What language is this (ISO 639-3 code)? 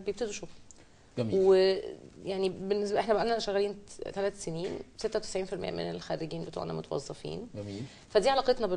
arz